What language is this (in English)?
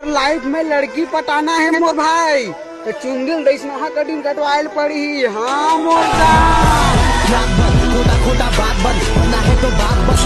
Chhattisgarhi